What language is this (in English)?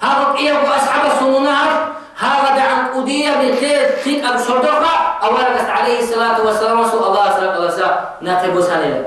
Avaric